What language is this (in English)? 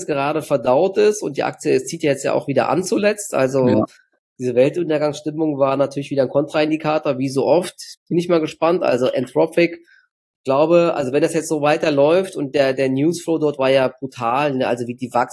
German